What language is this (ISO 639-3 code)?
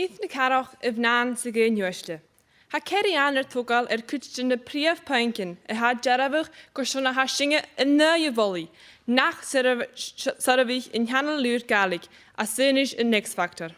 gla